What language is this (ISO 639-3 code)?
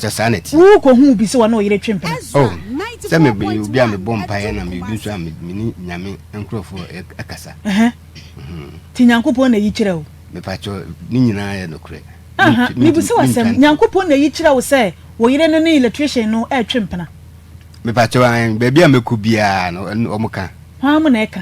aka